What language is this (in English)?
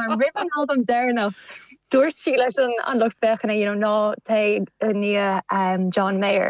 Irish